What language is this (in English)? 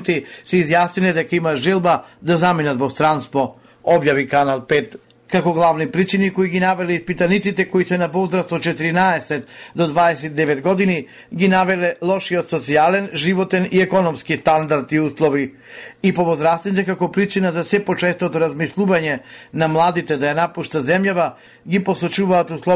Macedonian